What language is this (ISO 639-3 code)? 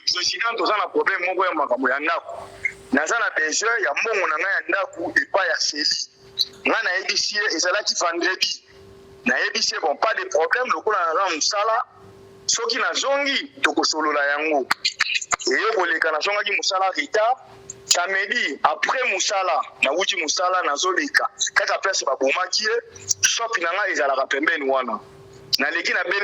lin